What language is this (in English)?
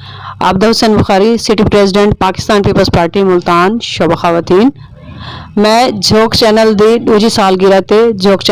Saraiki